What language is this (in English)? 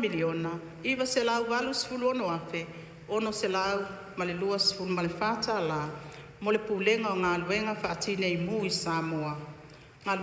Samoan